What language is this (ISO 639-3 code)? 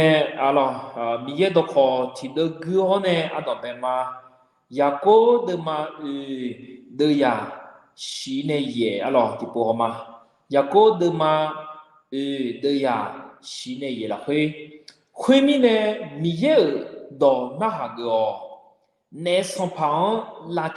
ahk